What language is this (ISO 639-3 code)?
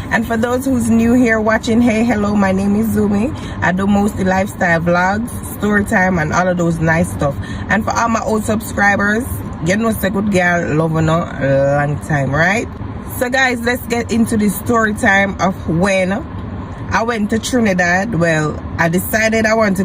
jam